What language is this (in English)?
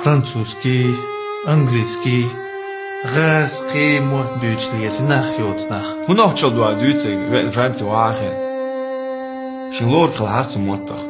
Chechen